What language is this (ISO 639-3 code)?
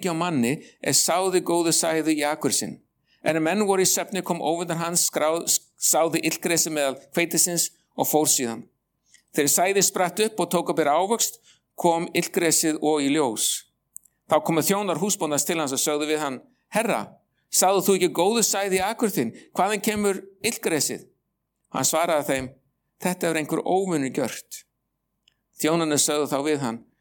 isl